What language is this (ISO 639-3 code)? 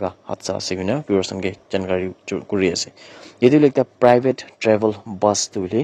nag